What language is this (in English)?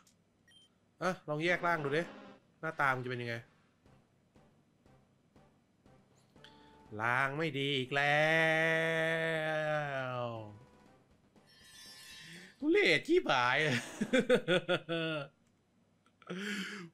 Thai